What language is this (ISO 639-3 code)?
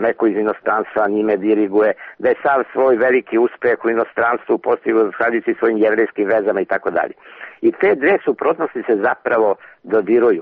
srp